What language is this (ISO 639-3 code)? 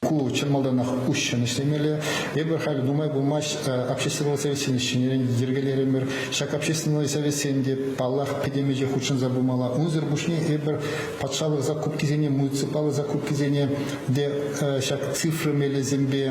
chv